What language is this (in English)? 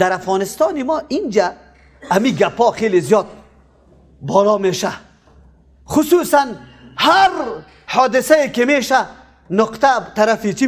Persian